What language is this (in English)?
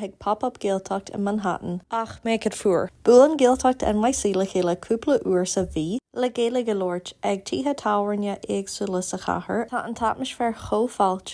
Irish